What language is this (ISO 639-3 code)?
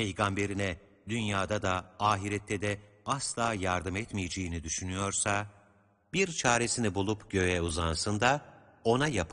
tur